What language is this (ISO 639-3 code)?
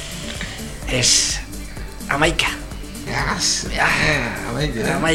eus